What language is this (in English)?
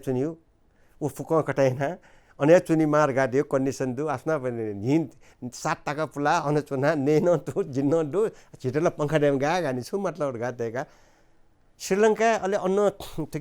Newari